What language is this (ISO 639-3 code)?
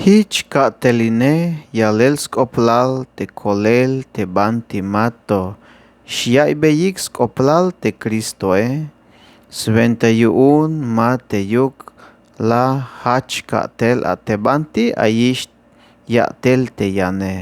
tzh